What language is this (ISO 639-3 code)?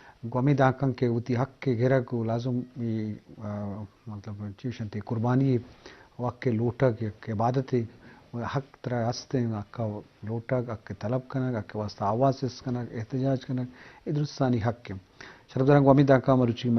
bgp